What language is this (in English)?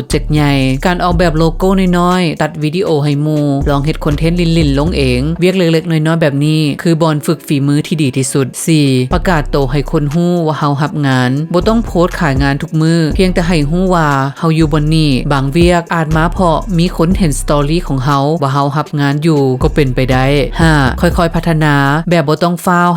Lao